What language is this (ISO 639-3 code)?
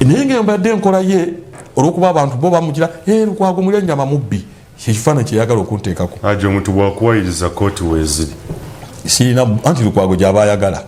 lug